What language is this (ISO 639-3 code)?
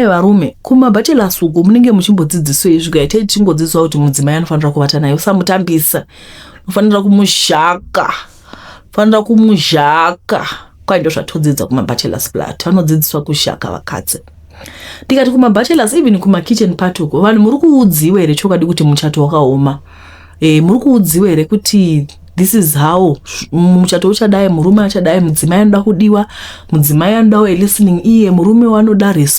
sna